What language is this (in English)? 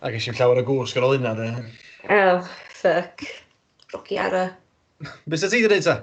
Welsh